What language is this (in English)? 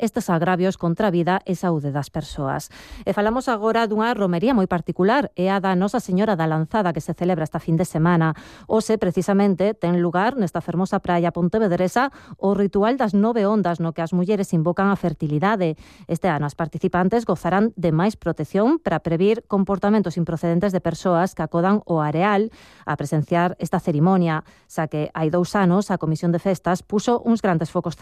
Galician